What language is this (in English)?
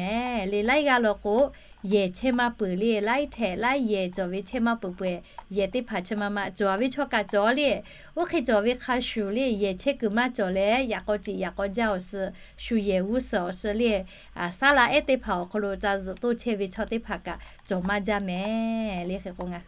Lahu